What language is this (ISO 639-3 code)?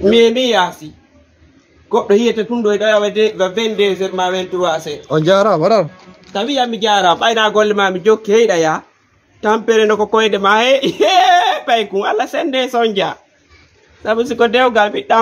ful